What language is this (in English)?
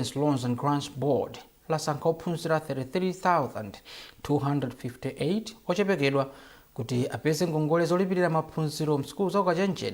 Nyanja